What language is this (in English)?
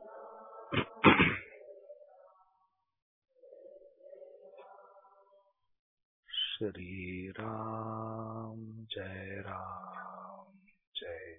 Marathi